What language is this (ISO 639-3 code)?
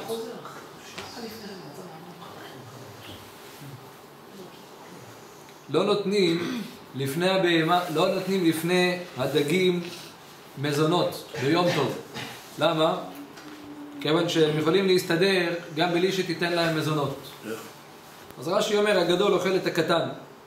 heb